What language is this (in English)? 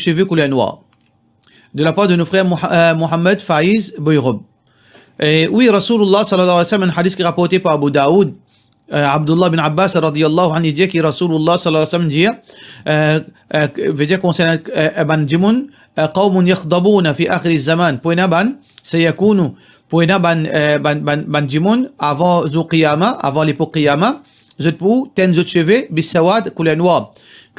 Morisyen